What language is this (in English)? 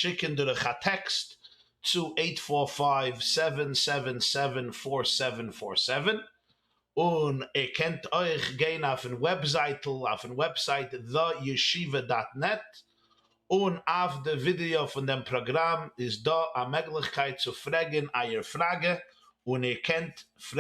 Yiddish